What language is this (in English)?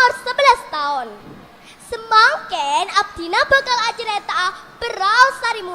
Madurese